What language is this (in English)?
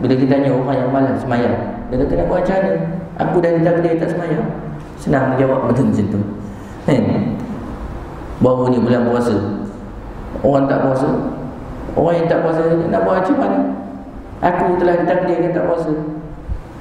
Malay